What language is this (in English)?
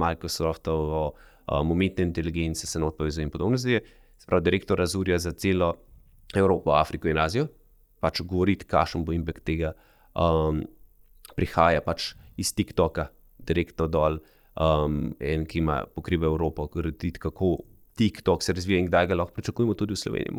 Slovenian